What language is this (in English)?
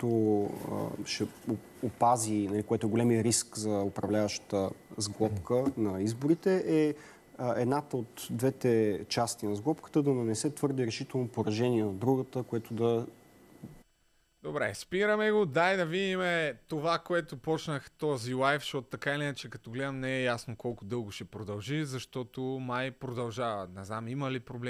Bulgarian